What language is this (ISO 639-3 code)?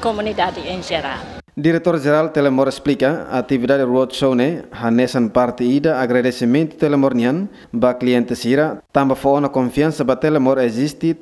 tet